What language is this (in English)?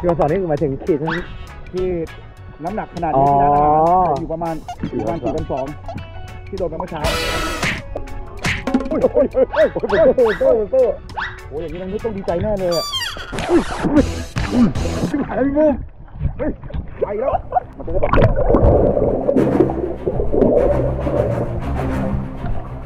Thai